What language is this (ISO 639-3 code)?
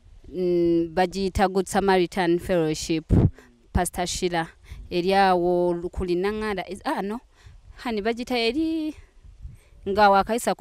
lug